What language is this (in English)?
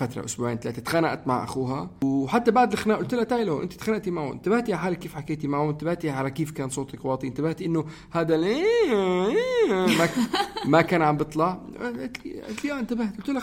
North Levantine Arabic